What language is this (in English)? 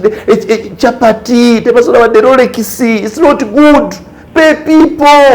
Ganda